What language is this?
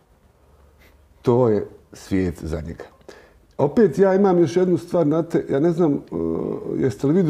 Croatian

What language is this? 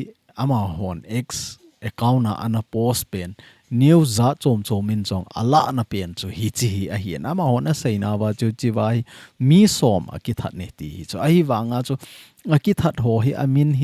Thado Chin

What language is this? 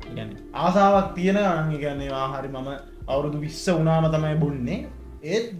Sinhala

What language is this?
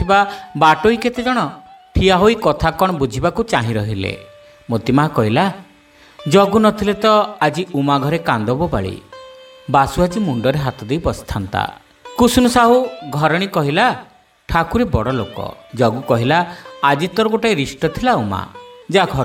Odia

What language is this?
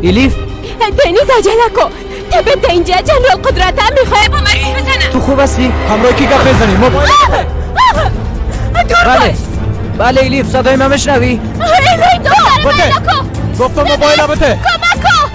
Persian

